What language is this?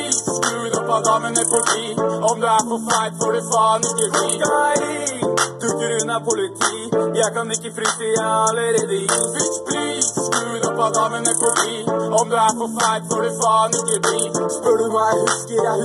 Norwegian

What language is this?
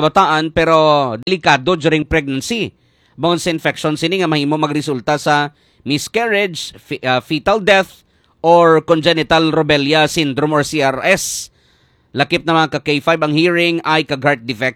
Hiligaynon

